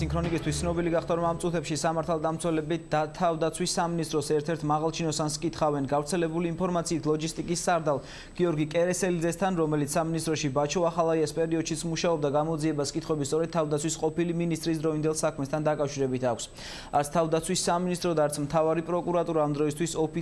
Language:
Georgian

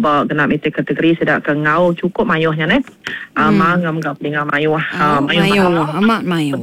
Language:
Iban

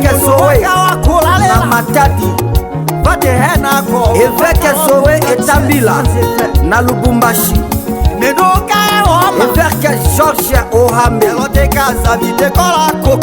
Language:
Tetela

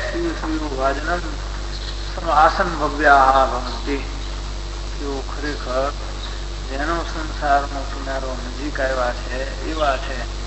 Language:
Gujarati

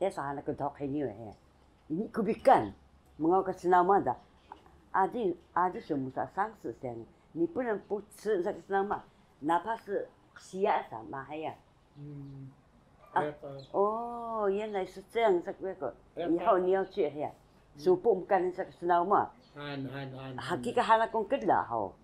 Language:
Taroko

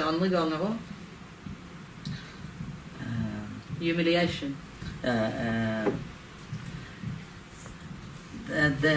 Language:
Norwegian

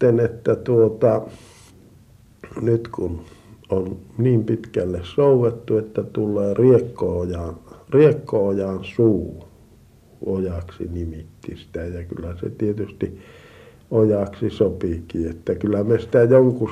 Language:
Finnish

